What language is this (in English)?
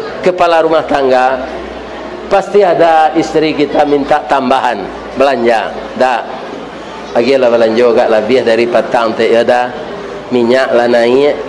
Minangkabau